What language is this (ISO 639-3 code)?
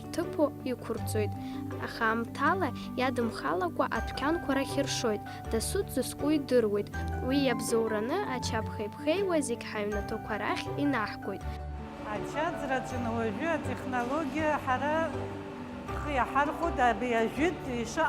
abk